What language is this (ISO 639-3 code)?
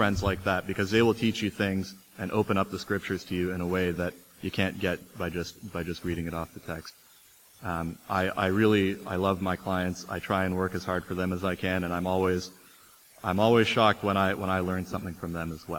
eng